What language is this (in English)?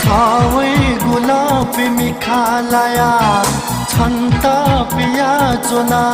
Newari